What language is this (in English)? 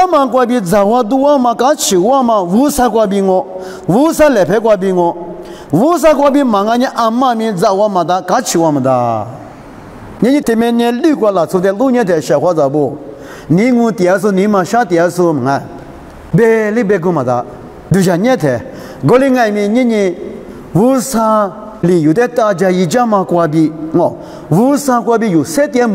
Lisu